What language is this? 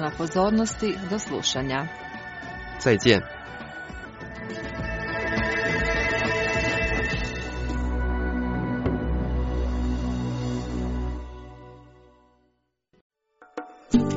Croatian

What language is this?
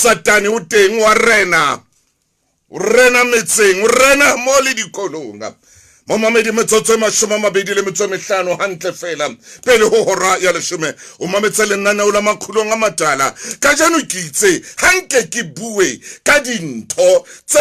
Southern Sotho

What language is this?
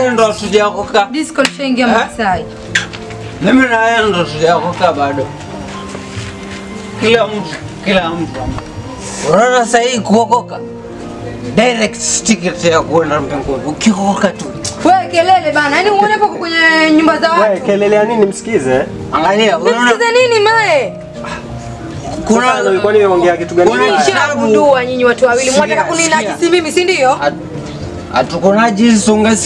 Swahili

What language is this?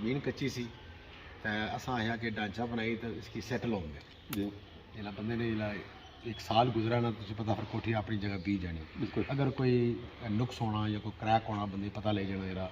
Pahari-Potwari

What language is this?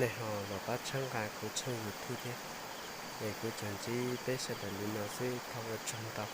Hmong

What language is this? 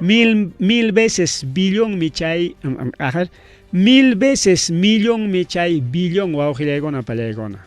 Ayacucho Quechua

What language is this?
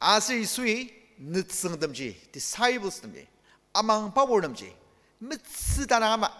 Ao Naga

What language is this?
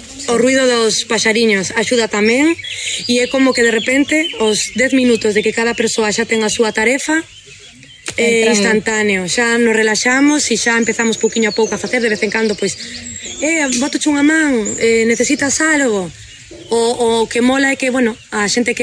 Galician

